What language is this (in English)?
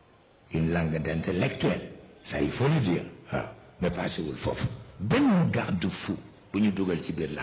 Wolof